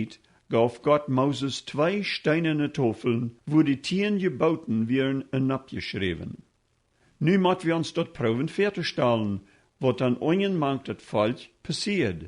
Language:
Plautdietsch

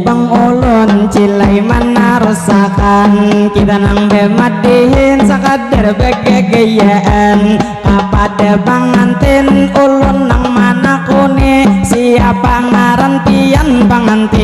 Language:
Banjar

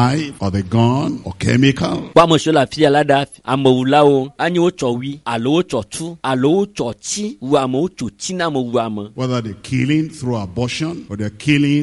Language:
Ewe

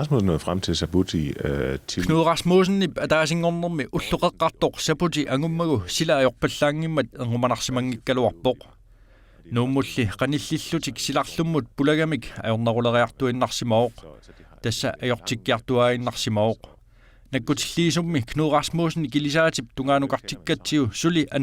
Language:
Kalaallisut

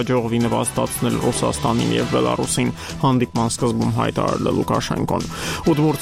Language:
Armenian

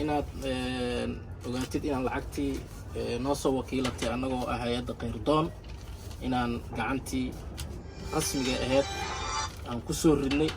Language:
Somali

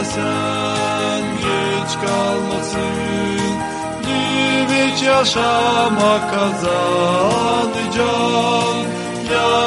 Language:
Gagauz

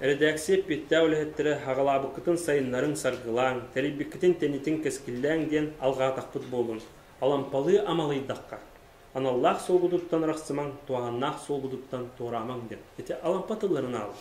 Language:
Yakut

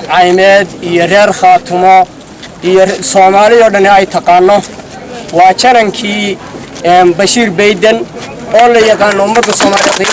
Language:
Somali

